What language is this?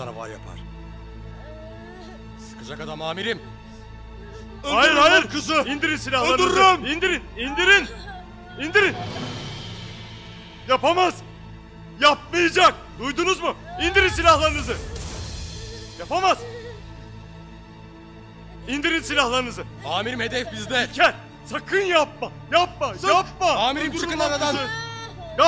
Turkish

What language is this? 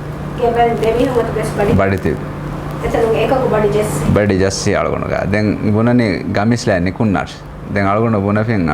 Divehi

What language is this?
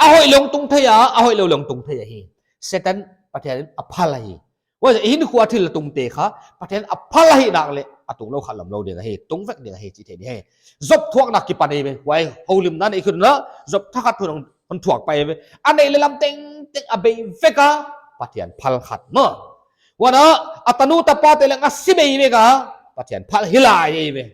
Paite Chin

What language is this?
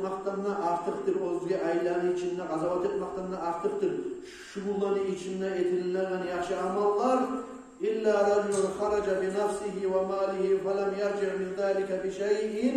Kumyk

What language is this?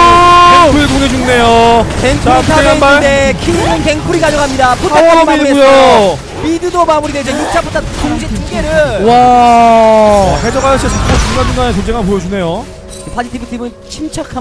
Korean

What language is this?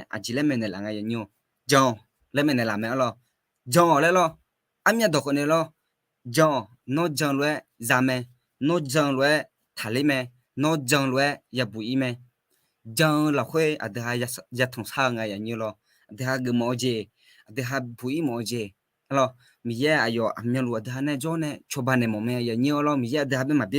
Akha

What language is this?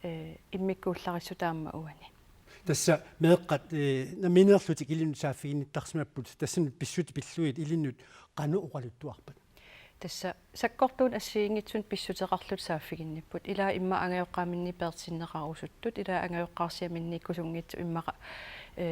Kalaallisut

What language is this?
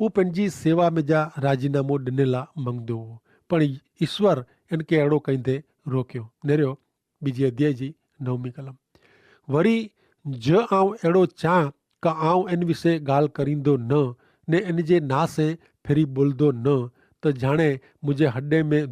Kachhi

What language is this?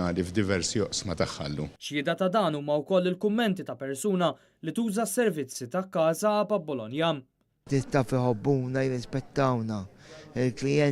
Maltese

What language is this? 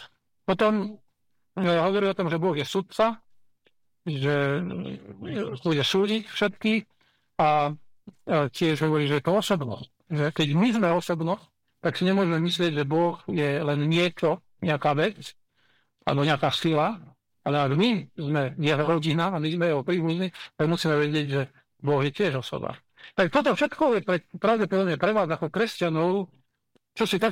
Slovak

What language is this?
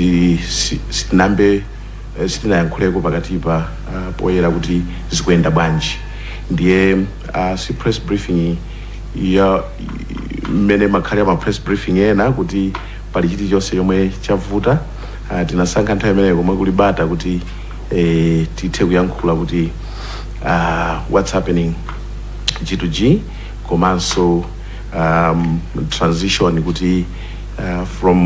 Nyanja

